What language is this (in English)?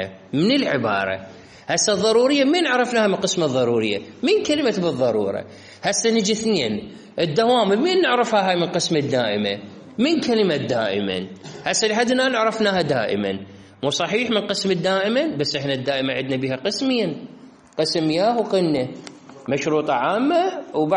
Mesopotamian Arabic